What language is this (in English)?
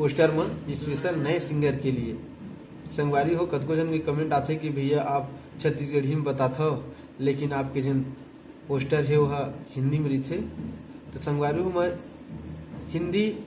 Chhattisgarhi